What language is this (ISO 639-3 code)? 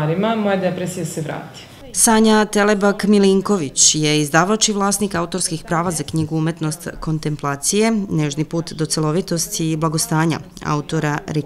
srp